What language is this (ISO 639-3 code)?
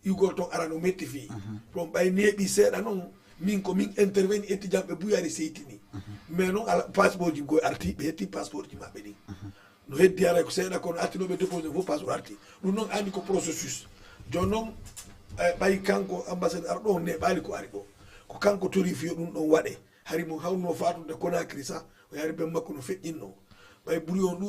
ful